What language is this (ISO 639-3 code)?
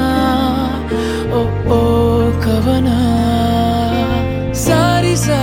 kan